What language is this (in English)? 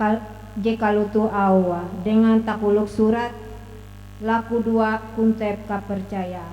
Ngaju